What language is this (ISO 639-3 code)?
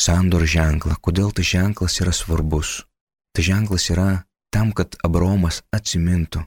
lit